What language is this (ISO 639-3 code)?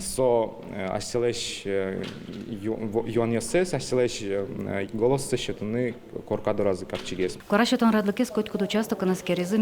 udm